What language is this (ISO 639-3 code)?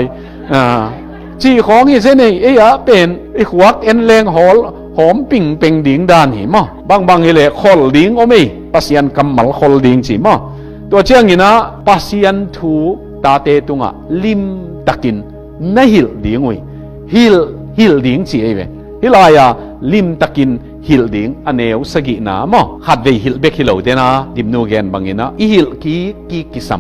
ctd